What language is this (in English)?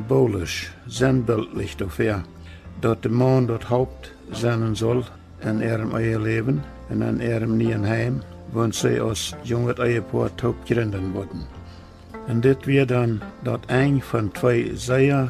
Plautdietsch